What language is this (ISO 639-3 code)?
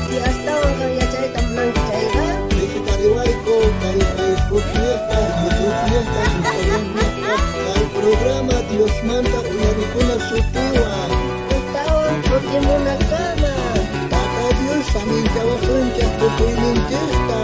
quh